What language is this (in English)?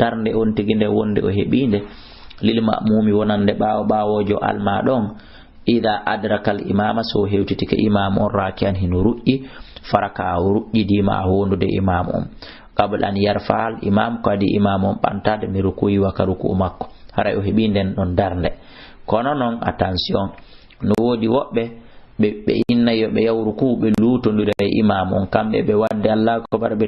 Fula